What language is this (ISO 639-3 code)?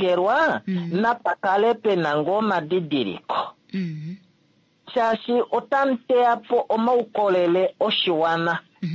kua